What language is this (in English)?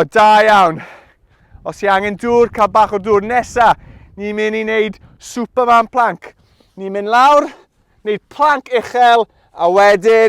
Welsh